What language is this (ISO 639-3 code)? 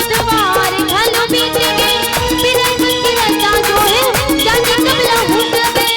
hne